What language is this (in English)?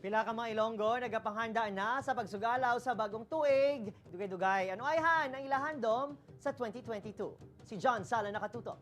Hiligaynon